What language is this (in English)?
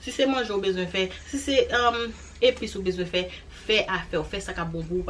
Haitian Creole